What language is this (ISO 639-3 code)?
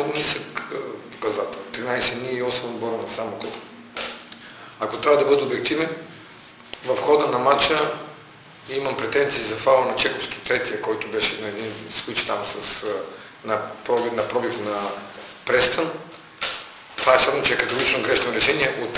bul